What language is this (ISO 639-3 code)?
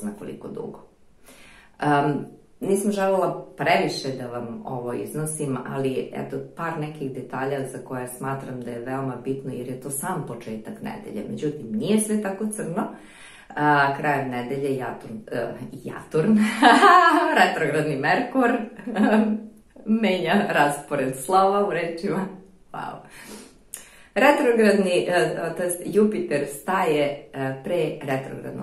srp